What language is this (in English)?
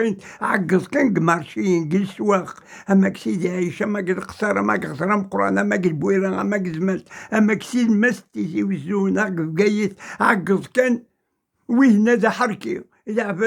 Kabyle